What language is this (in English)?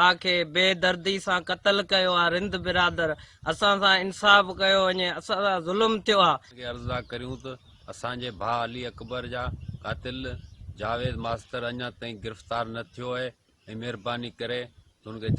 Sindhi